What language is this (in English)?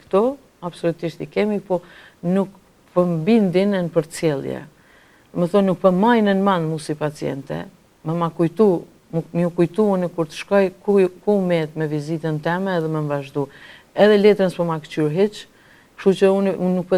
Albanian